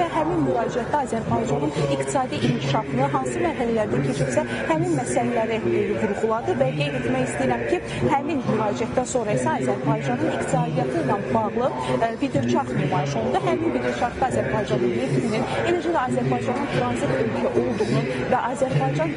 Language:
Azerbaijani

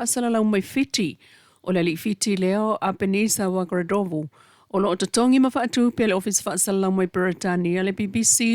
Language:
Samoan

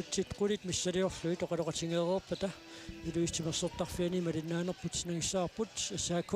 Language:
Kalaallisut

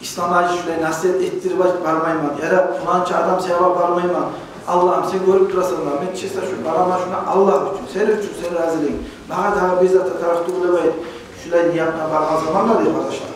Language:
Kumyk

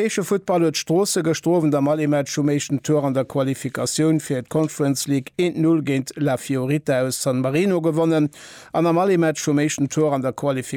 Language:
Luxembourgish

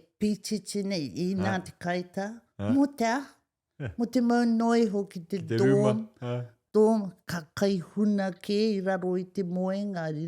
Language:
Māori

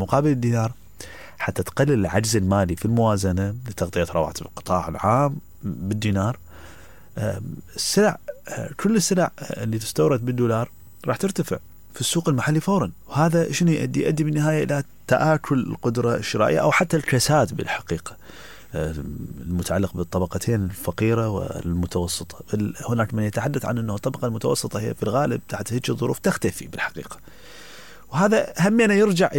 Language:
Mesopotamian Arabic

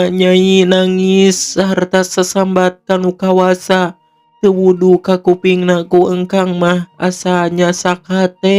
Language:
Sundanese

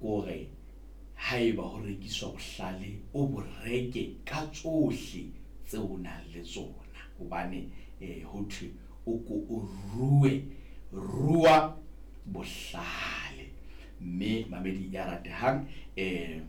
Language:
Southern Sotho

